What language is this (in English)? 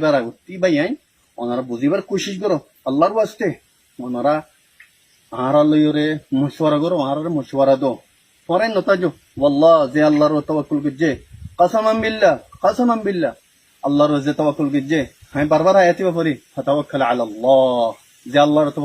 Rohingya